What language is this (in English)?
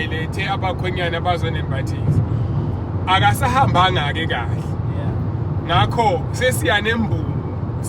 Zulu